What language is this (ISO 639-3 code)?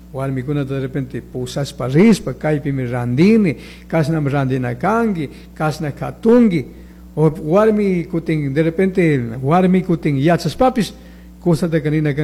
qug